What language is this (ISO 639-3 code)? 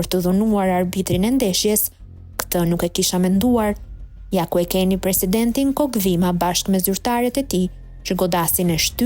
sqi